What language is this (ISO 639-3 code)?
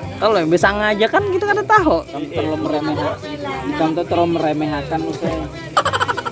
bjn